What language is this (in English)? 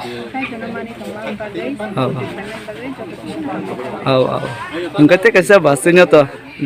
Kok Borok